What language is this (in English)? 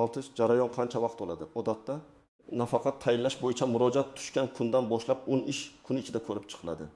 Uzbek